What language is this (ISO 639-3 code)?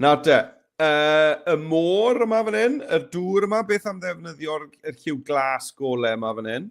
cym